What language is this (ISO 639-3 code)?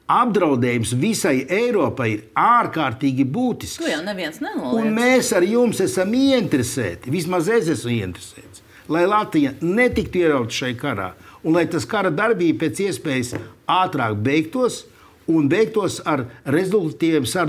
lav